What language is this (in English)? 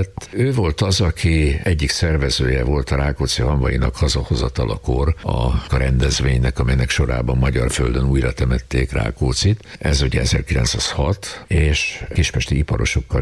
Hungarian